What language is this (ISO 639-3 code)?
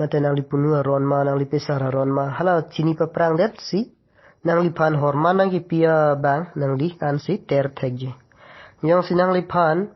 mjw